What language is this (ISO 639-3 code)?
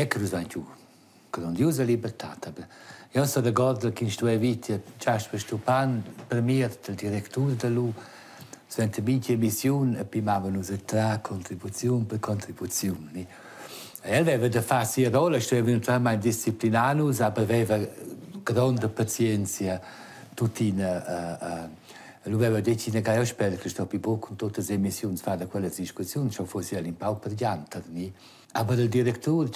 roh